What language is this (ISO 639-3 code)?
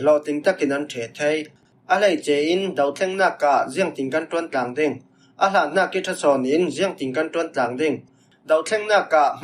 cfm